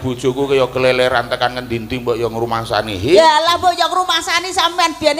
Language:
Javanese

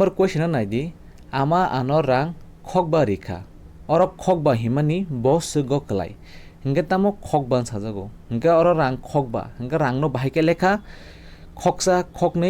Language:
Kok Borok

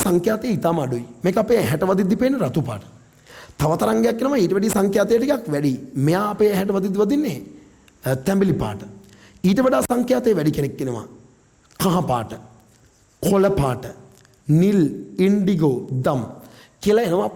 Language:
Sinhala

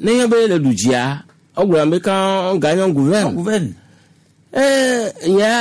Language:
Gen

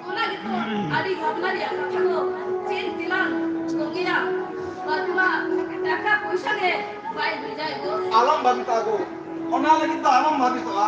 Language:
Santali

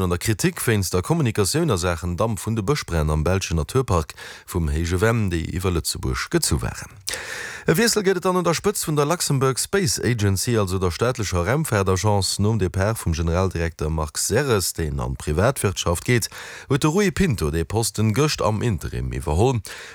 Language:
Luxembourgish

